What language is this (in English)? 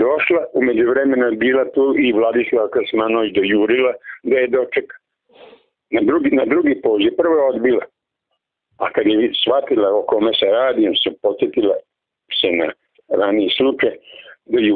Serbian